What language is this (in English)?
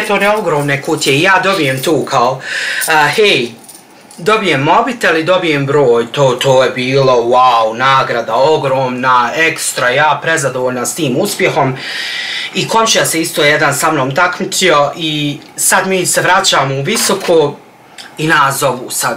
Bosnian